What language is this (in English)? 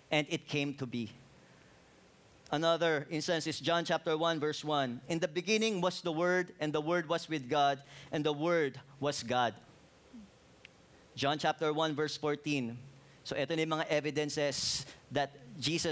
Filipino